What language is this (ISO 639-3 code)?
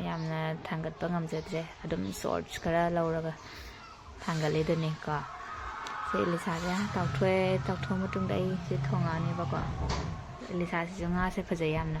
mni